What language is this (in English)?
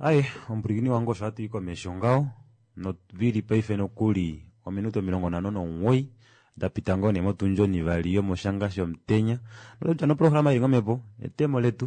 Kuanyama